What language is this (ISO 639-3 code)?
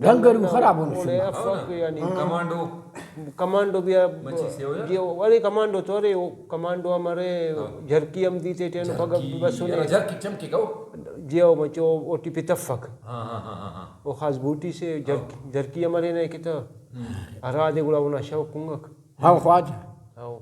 brh